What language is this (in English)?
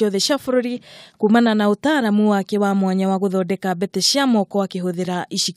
Kikuyu